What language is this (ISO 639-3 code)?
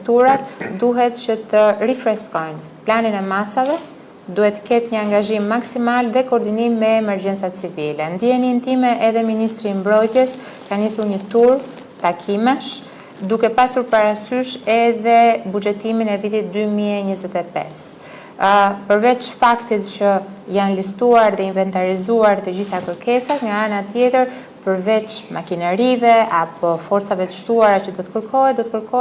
sqi